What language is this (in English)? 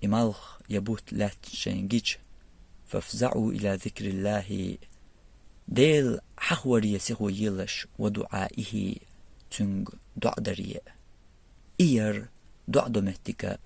Chechen